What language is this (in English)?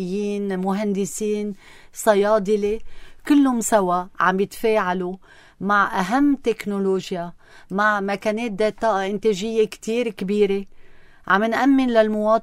North Levantine Arabic